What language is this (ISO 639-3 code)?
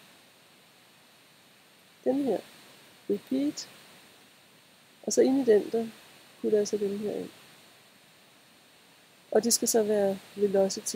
dan